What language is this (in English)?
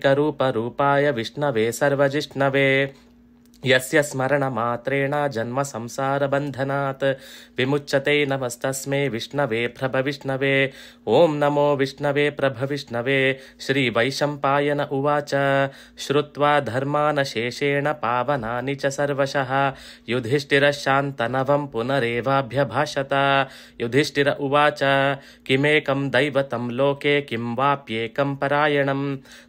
Sanskrit